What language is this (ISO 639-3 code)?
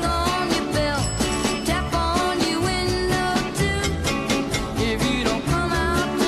bik